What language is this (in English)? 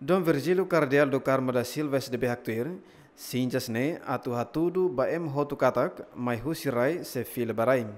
Tetum